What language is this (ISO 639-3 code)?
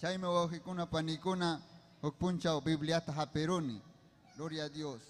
quy